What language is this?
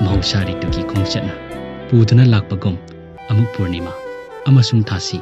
Manipuri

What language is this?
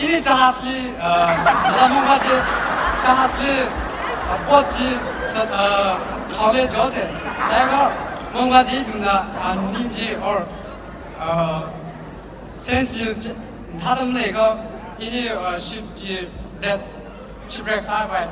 Tangkhul Naga (India)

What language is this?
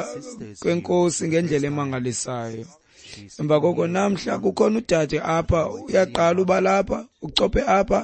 Xhosa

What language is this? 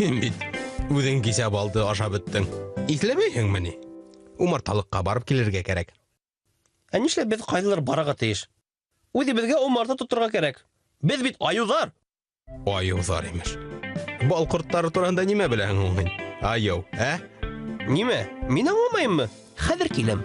Bashkir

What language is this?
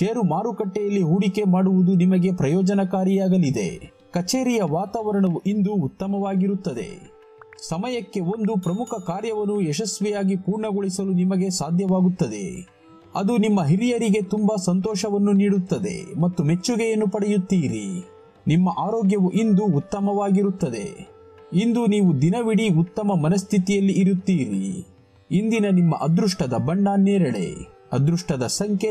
Kannada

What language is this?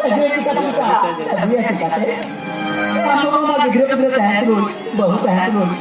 Santali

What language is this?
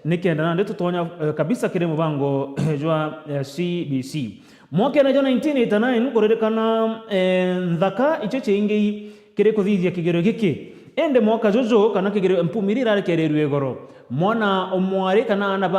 Meru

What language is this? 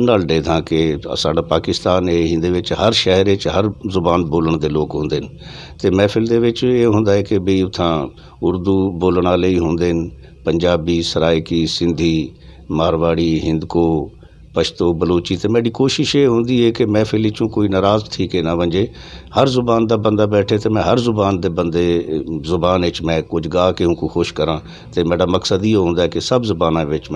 Saraiki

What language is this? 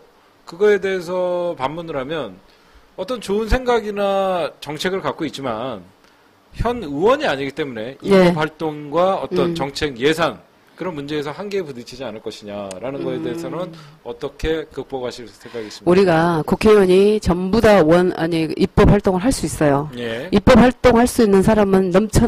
Korean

